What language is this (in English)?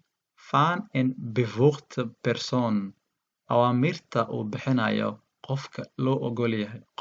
Somali